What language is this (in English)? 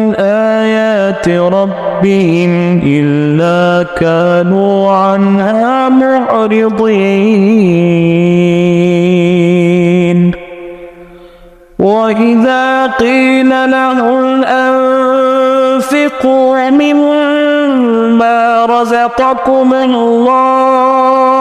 Arabic